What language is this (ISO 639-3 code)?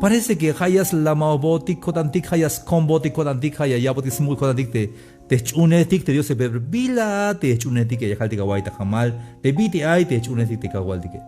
tzh